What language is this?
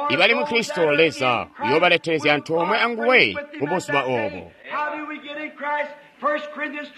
Tonga (Zambia)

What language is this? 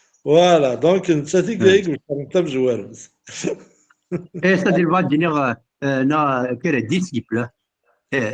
Kabyle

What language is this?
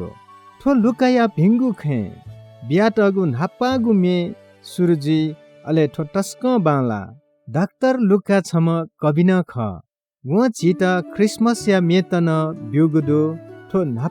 Newari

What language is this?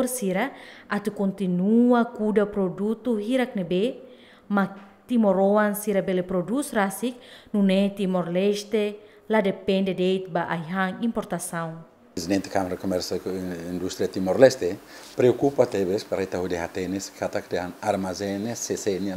Tetum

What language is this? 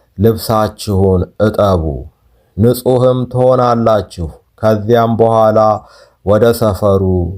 Amharic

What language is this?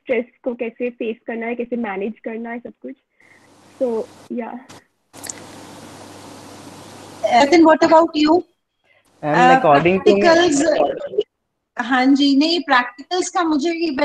Hindi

